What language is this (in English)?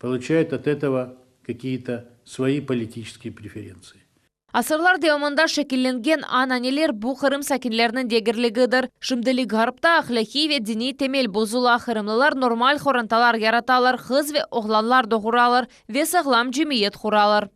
Crimean Tatar